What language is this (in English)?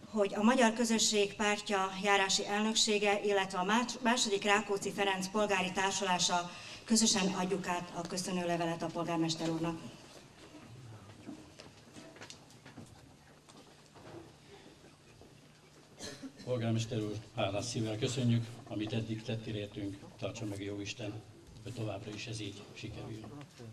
Hungarian